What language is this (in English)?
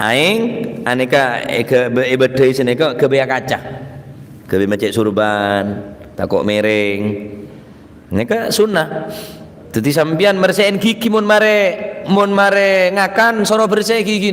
Madurese